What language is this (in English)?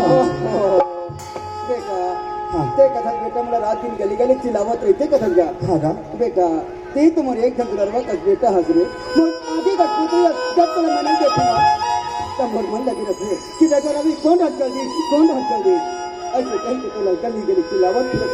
Chhattisgarhi